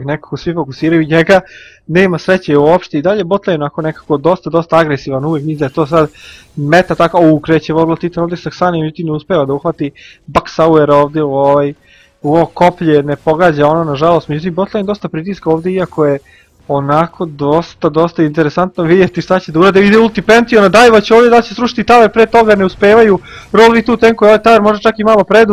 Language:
Serbian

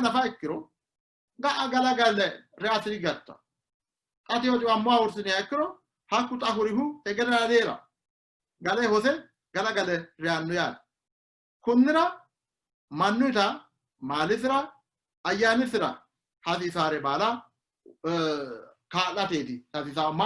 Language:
Sidamo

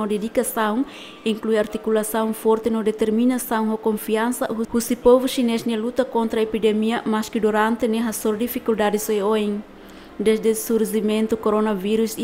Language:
Tetum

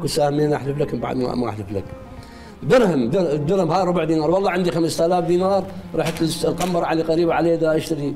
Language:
Mesopotamian Arabic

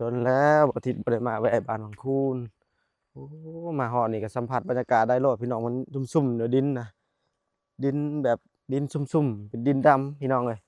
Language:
Lao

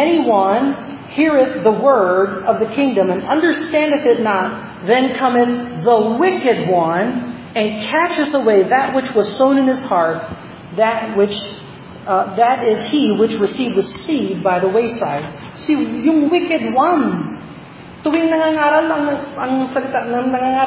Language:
Filipino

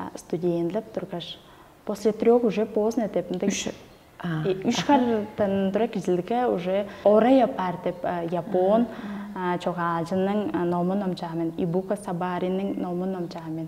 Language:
Tuvinian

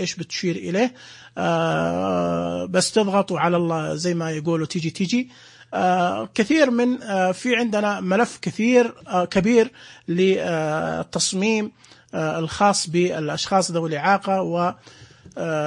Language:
Najdi Arabic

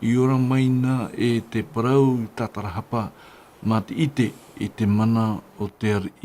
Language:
Tahitian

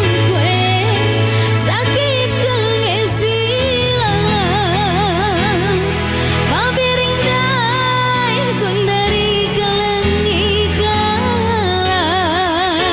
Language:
Batak Karo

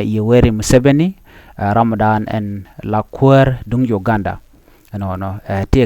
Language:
Nuer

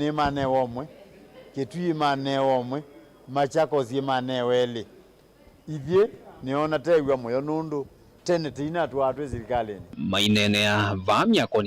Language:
Kamba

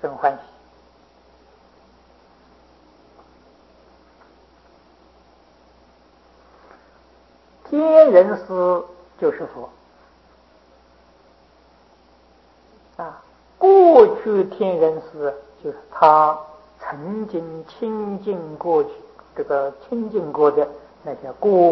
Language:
Chinese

